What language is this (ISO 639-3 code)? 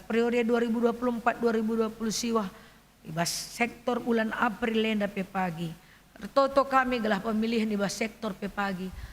btx